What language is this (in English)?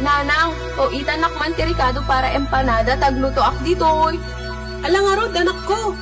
Iloko